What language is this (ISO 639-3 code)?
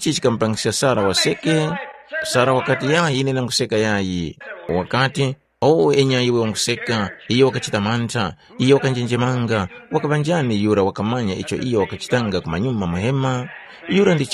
tum